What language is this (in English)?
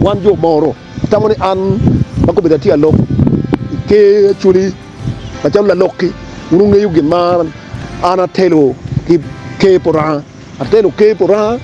Acoli